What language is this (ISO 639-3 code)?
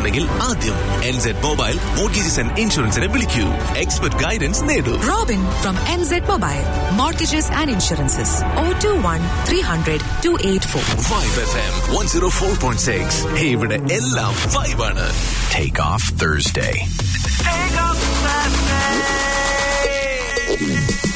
mal